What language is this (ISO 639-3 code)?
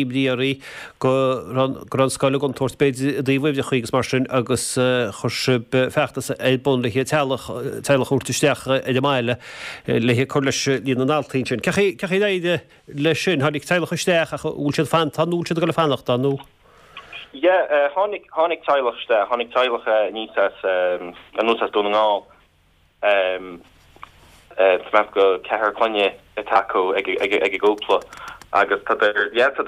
gle